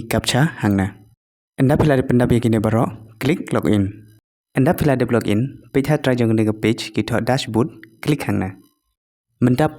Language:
Khasi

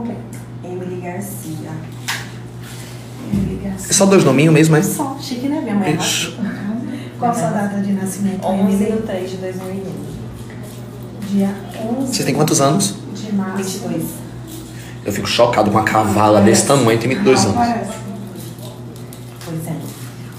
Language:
Portuguese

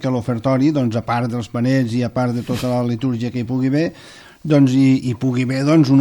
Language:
Catalan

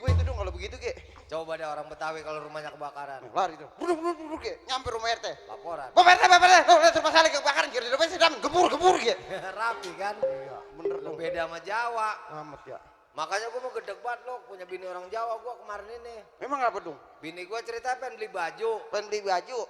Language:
Betawi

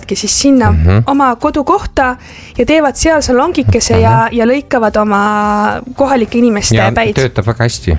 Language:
Estonian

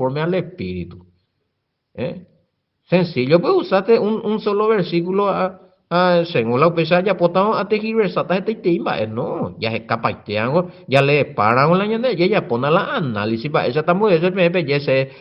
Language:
Guarani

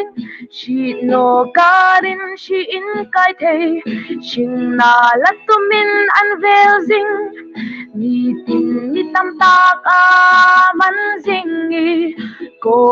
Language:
Hmar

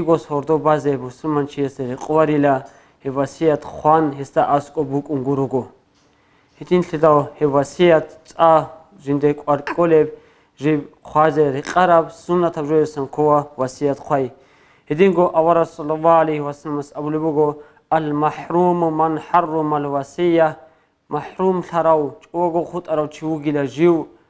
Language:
Avaric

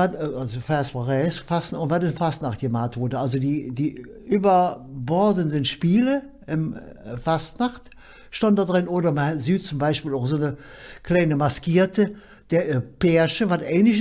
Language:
Colognian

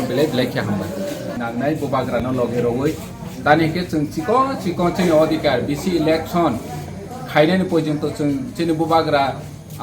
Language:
Kok Borok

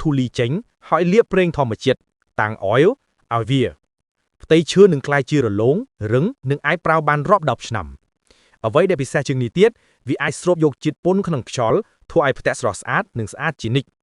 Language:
Khmer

